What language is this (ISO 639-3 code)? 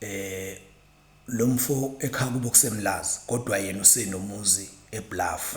zul